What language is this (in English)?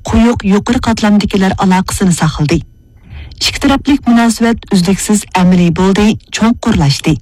Uyghur